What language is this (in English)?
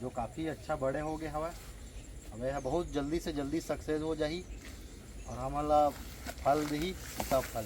Chhattisgarhi